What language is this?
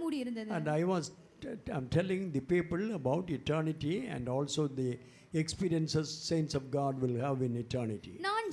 Tamil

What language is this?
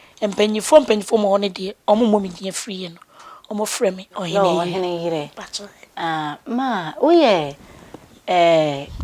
Akan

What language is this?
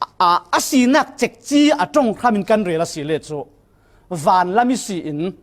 Falam Chin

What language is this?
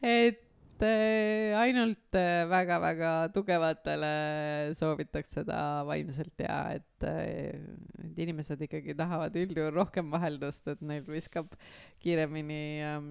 Estonian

